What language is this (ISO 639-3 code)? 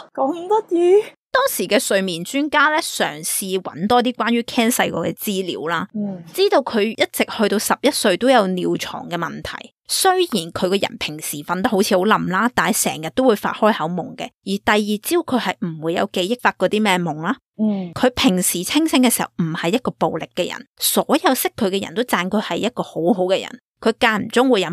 yue